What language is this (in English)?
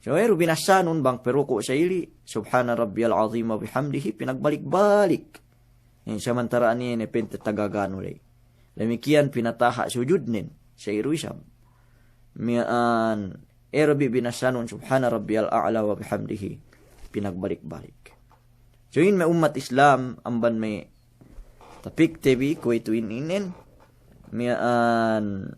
Yakan